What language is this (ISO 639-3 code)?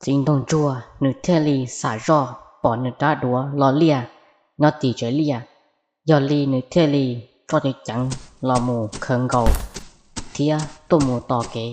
hmn